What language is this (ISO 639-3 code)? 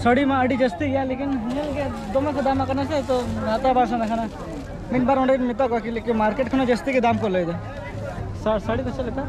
sat